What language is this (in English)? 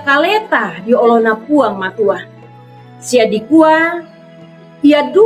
Toraja-Sa'dan